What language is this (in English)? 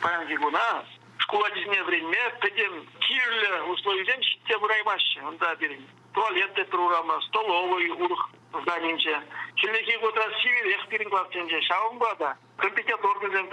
Chuvash